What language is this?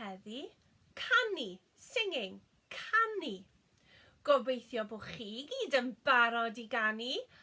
Welsh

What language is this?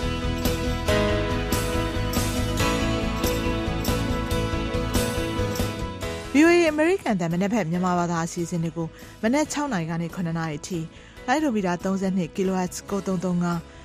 Burmese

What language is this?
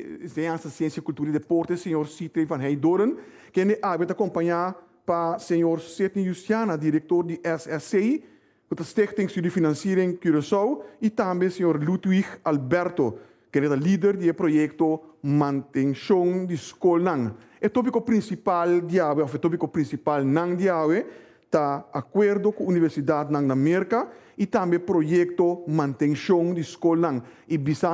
Papiamento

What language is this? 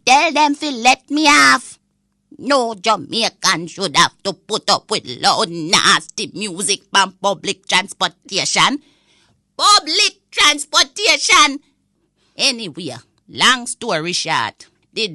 Jamaican Creole English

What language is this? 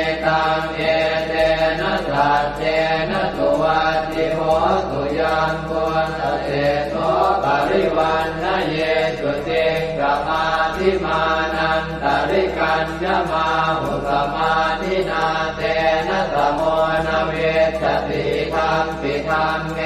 Pali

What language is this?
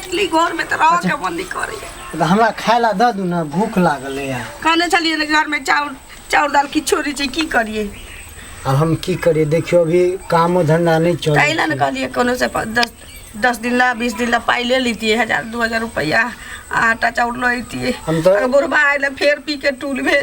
Maithili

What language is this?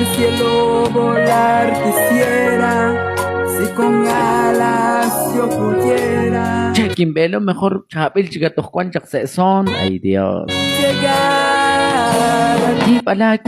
Kekchí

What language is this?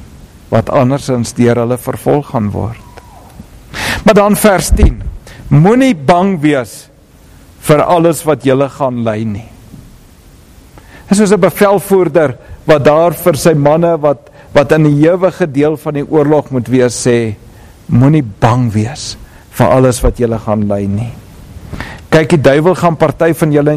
Afrikaans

